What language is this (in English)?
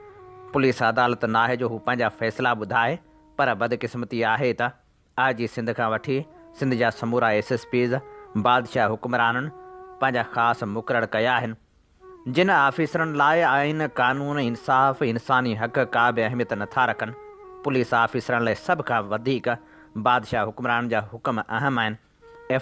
Sindhi